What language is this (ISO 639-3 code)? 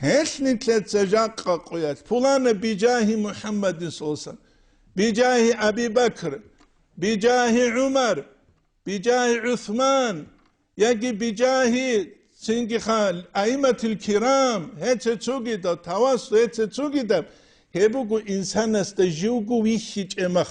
ava